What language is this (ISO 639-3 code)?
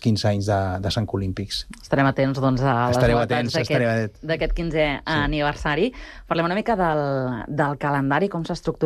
cat